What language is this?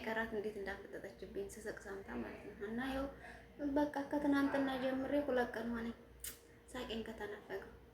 Amharic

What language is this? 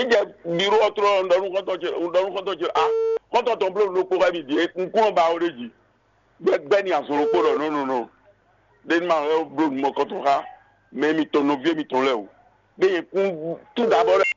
Fon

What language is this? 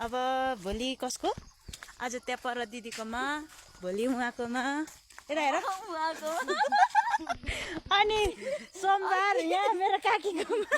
Nepali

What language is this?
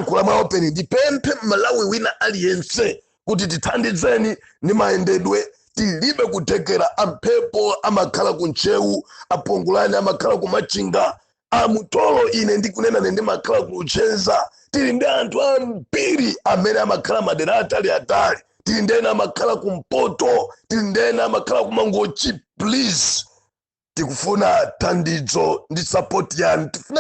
Nyanja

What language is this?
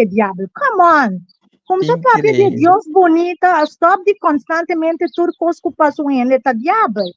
Papiamento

